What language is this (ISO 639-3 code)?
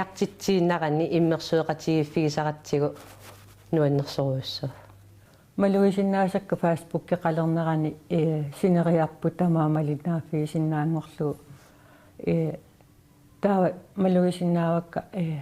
kal